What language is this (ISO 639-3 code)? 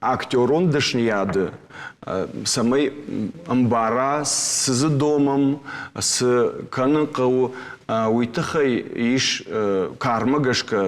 oss